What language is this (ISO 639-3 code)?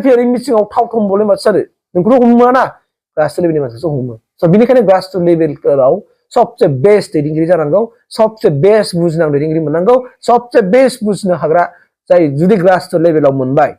brx